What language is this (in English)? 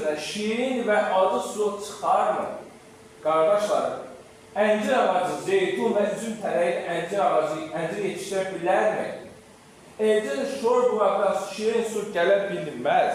Azerbaijani